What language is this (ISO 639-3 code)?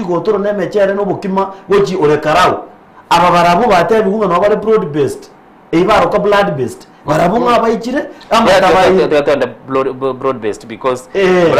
guz